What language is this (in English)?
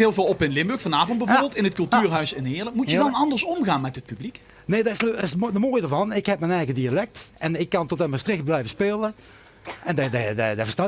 Limburgish